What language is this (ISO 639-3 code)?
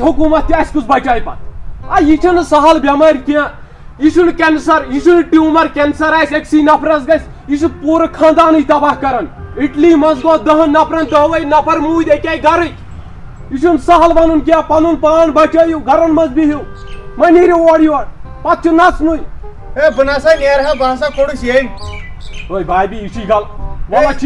kas